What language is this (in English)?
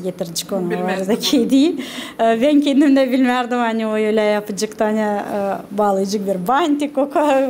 Gagauz